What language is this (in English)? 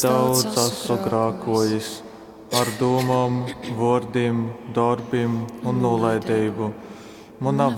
Latgalian